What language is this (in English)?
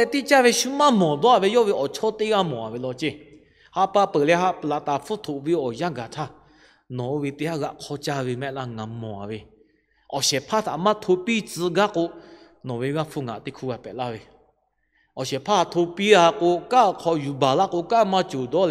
Lahu